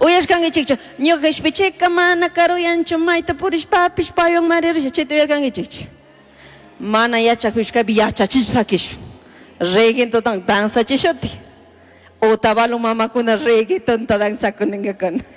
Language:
Chimborazo Highland Quichua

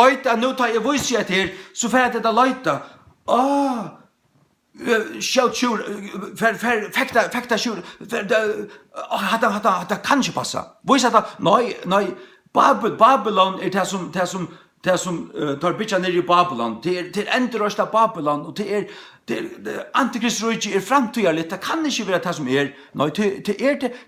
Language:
Faroese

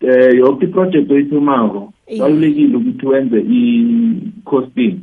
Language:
South Ndebele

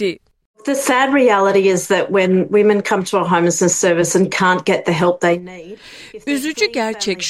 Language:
Turkish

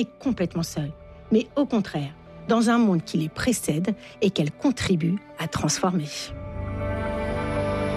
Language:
French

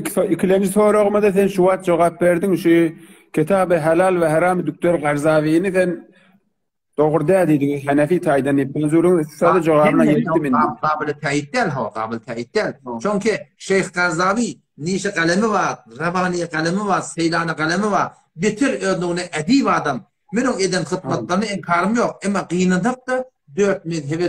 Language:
Turkmen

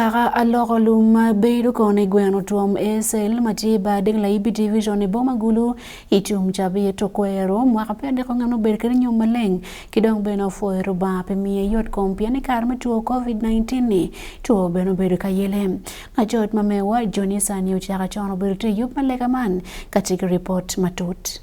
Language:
Acoli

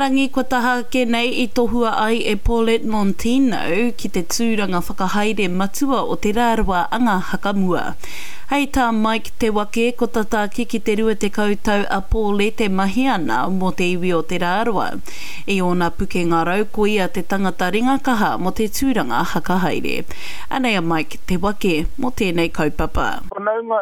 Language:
Māori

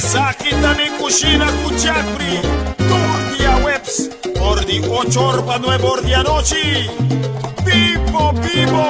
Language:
Papiamento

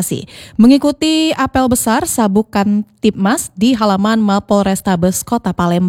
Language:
Indonesian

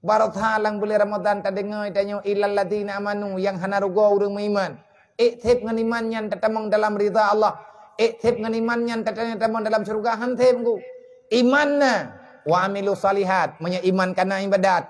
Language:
Achinese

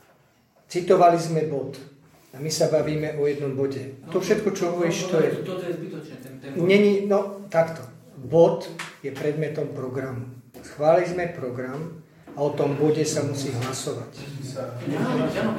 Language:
Slovak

